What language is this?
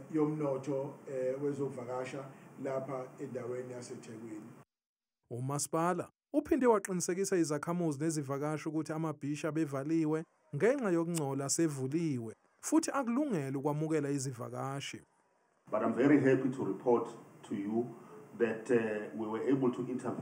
Zulu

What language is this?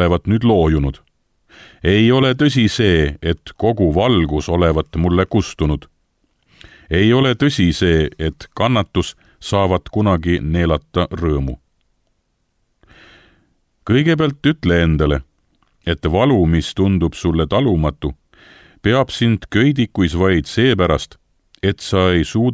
Estonian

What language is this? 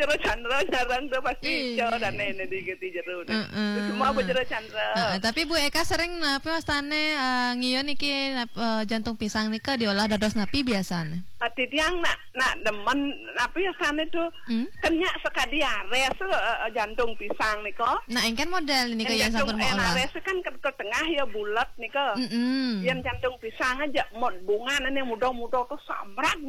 Balinese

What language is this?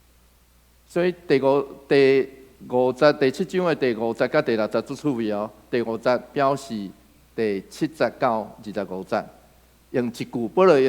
Min Nan Chinese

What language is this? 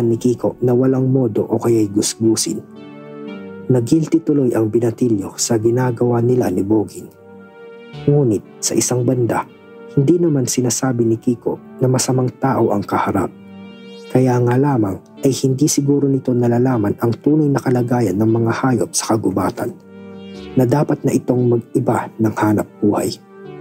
Filipino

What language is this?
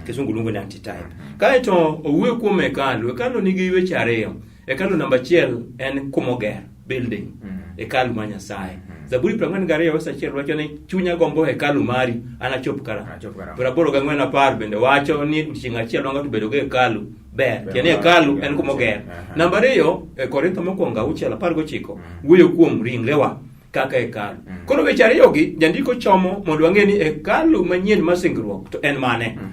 Luo (Kenya and Tanzania)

